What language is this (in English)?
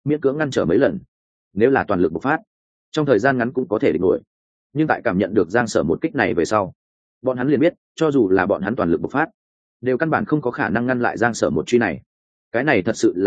Vietnamese